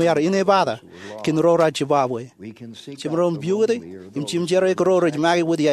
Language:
Marshallese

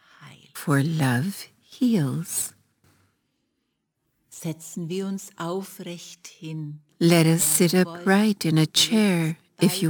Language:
English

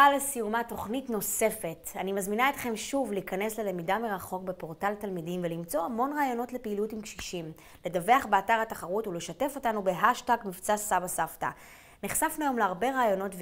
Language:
Hebrew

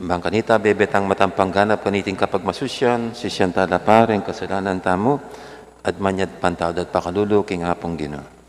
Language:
Pampanga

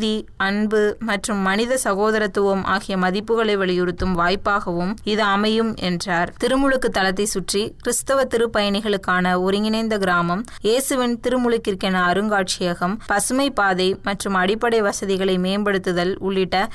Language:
Tamil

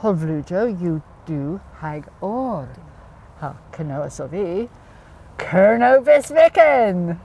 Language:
Cornish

